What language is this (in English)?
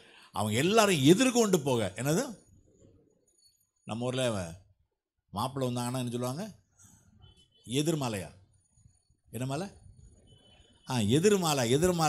Tamil